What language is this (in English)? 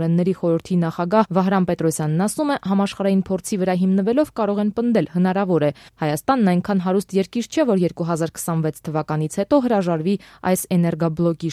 Armenian